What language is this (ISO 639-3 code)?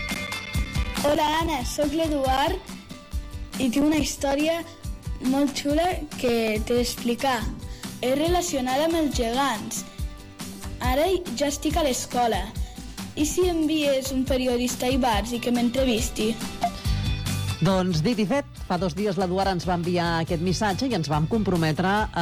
cat